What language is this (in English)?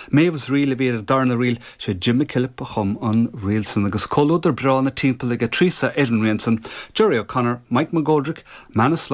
Irish